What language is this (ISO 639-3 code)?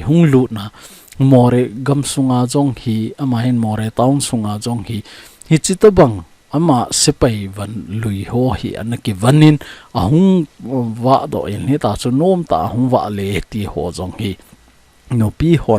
tcz